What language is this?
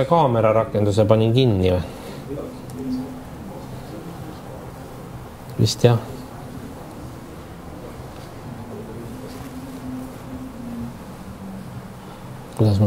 Estonian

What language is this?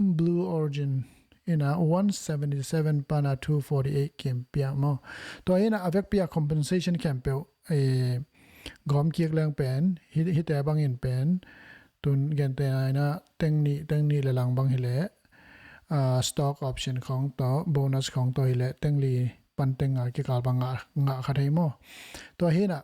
Tedim Chin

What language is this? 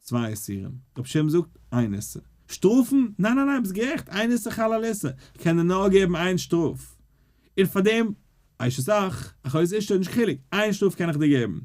Yiddish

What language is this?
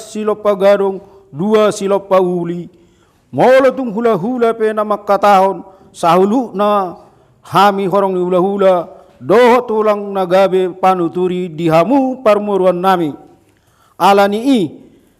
Batak Toba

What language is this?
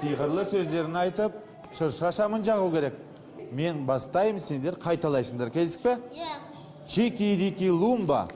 Kazakh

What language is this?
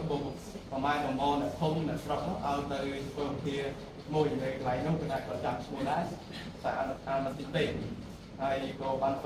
Khmer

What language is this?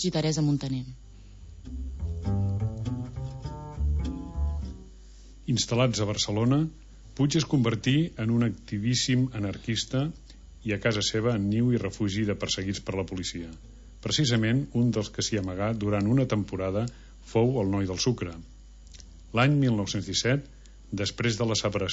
Catalan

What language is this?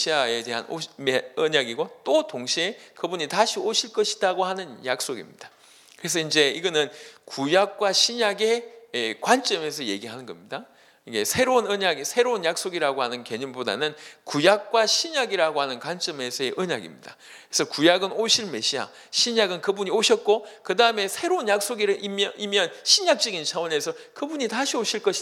Korean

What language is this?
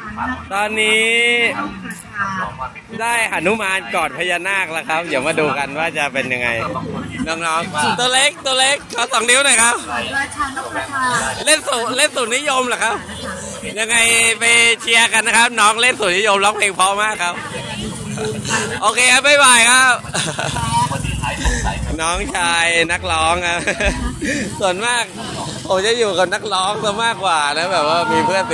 Thai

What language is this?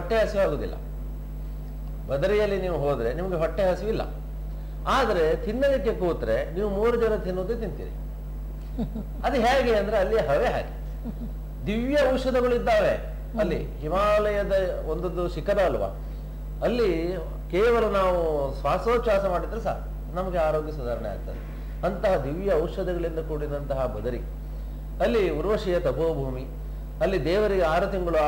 Kannada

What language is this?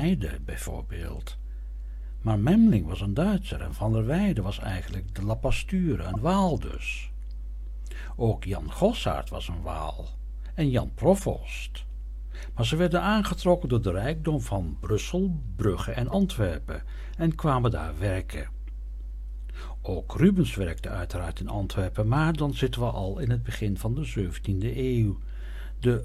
Dutch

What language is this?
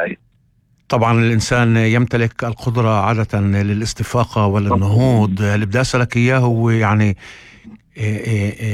North Levantine Arabic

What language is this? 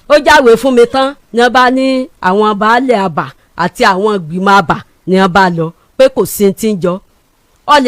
Yoruba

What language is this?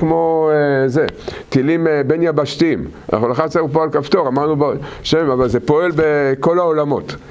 Hebrew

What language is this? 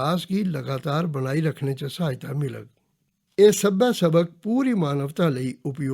Dogri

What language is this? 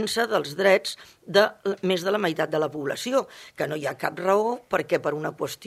Catalan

